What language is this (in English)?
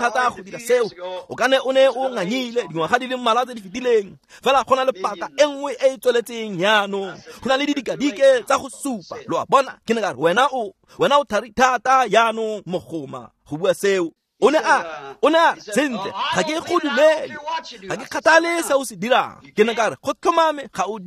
Tswana